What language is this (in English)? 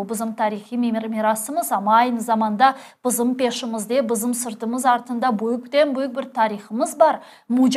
Crimean Tatar